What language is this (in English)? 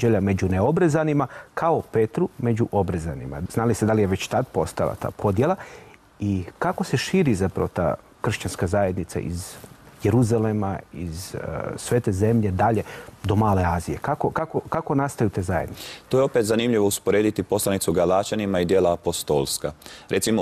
Croatian